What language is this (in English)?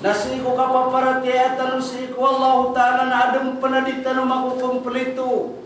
Maranao